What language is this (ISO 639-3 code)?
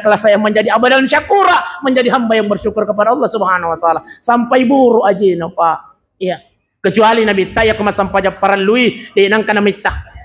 bug